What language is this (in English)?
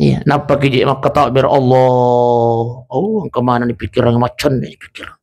Buginese